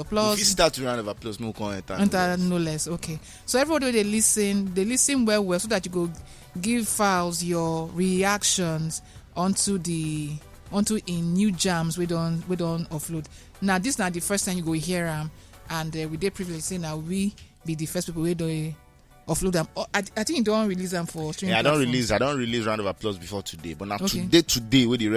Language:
Nigerian Pidgin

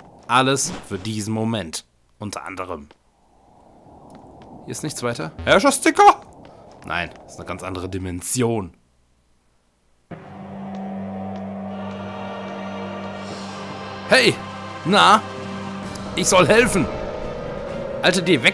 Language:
German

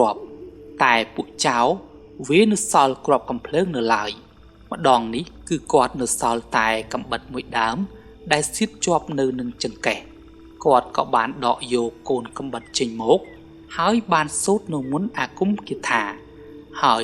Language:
Khmer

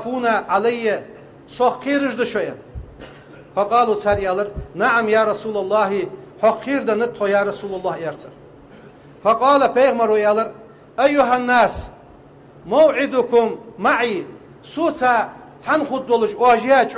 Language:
Ingush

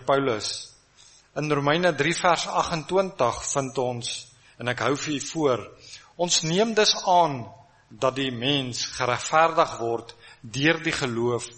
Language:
Afrikaans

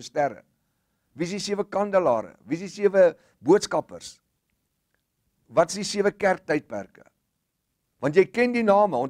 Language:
Afrikaans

